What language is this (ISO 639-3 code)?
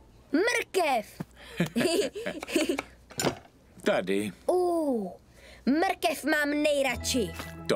ces